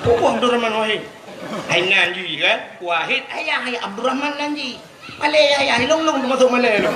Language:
Achinese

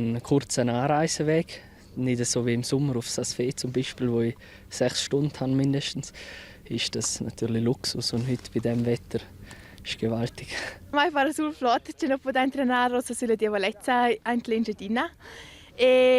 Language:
Romansh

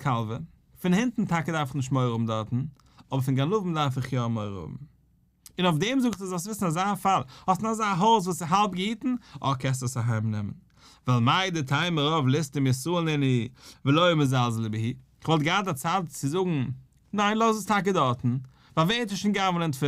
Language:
Yiddish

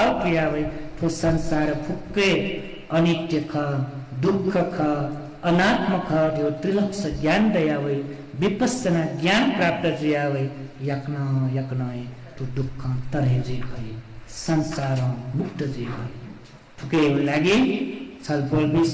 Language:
Newari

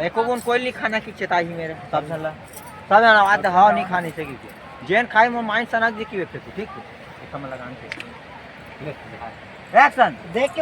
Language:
Chhattisgarhi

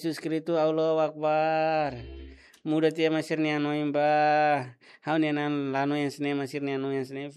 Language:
Tetum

